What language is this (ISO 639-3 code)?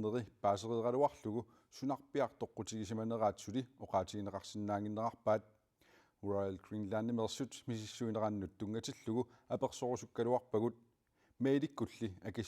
kal